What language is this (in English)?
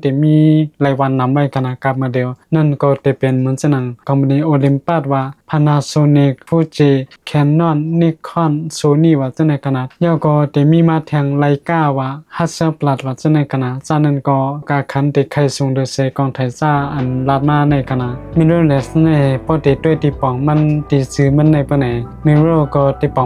Shan